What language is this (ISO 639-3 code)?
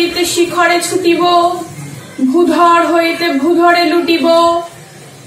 ben